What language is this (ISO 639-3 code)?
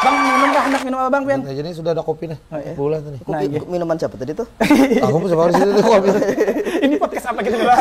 bjn